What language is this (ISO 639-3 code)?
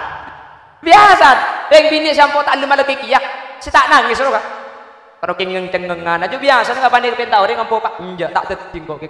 mad